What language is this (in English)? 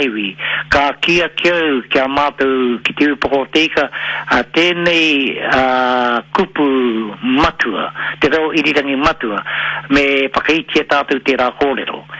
Māori